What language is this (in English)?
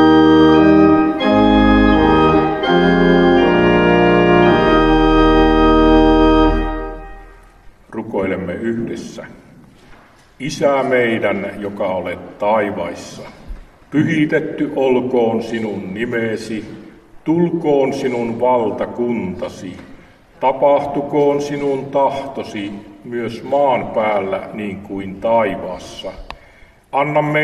Finnish